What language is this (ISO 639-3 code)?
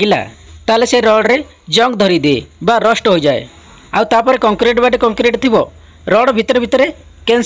ori